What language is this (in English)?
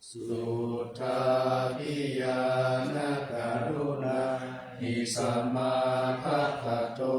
Pali